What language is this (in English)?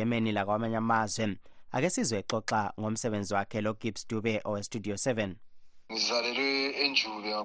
North Ndebele